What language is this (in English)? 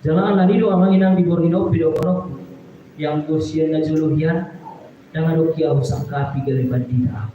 Batak Toba